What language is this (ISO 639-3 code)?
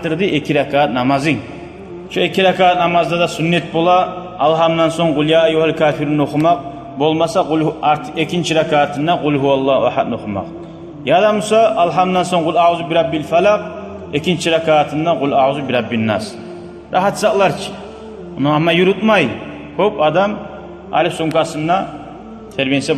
kum